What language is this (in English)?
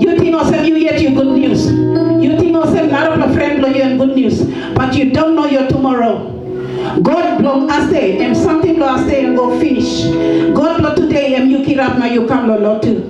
Tok Pisin